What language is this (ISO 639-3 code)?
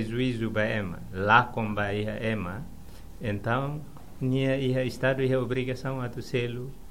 tet